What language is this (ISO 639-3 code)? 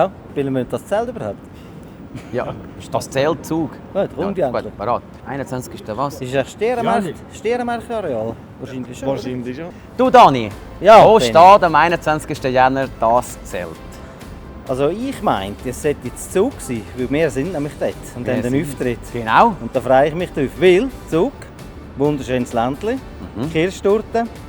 gsw